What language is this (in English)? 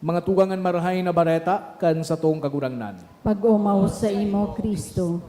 Bikol